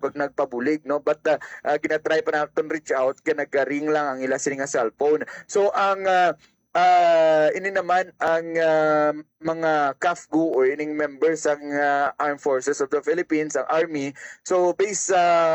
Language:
Hiligaynon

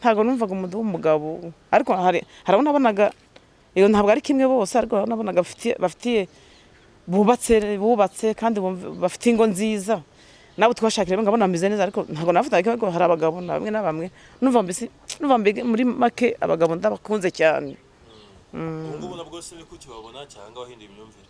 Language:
Kinyarwanda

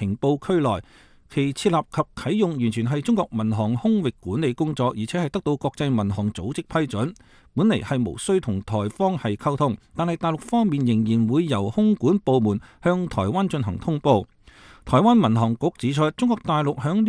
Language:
Cantonese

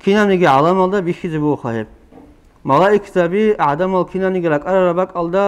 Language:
Avaric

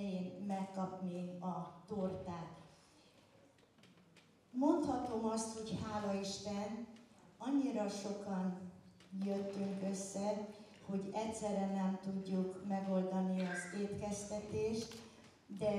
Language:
Hungarian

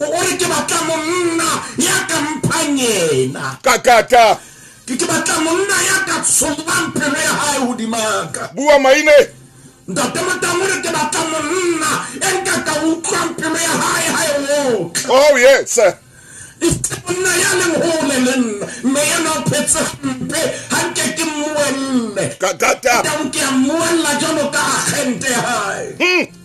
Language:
Southern Sotho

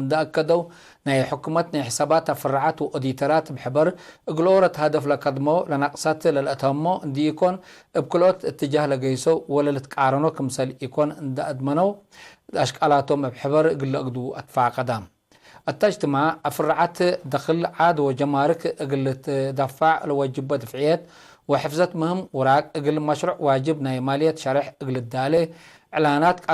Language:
Tigre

